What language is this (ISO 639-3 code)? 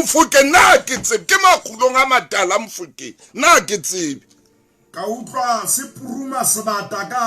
sot